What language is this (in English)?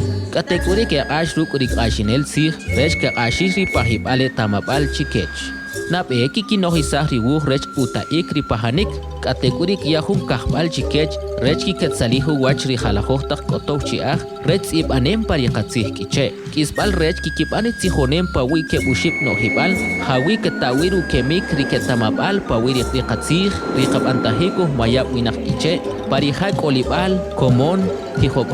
Kʼicheʼ